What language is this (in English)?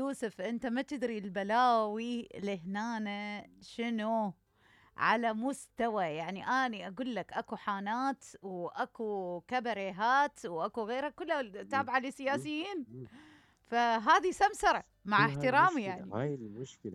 Mesopotamian Arabic